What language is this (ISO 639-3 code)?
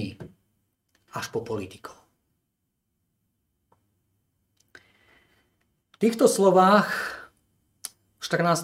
slk